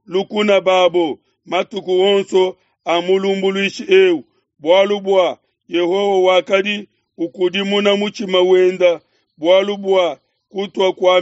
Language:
Luba-Lulua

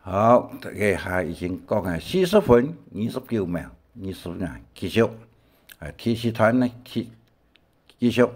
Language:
Hakka Chinese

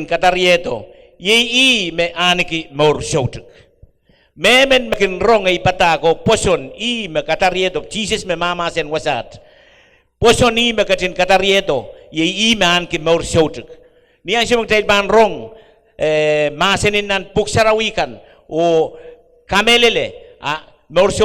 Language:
Pohnpeian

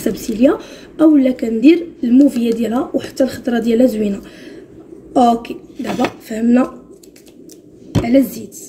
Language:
Moroccan Arabic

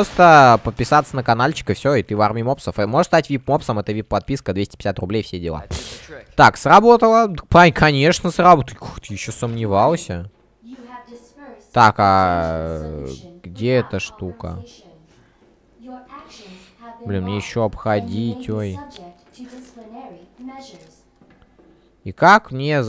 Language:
Russian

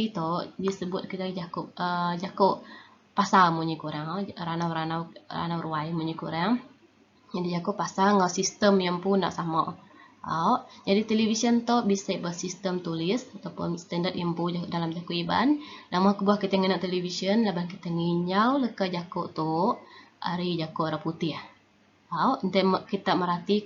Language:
Iban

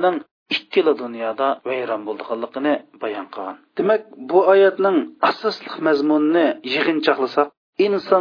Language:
Uyghur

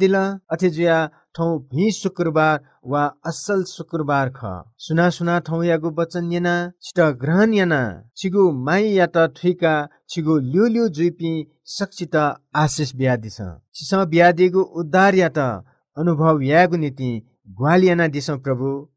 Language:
Newari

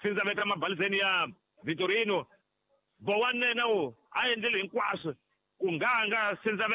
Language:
Tsonga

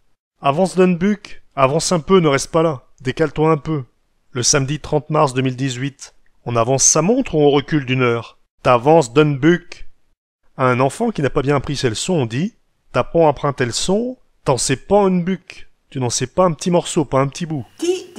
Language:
Picard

